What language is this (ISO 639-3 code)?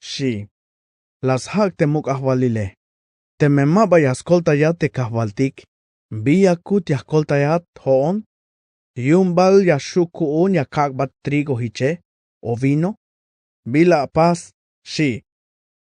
tzh